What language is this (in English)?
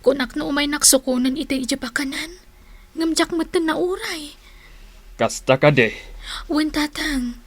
Iloko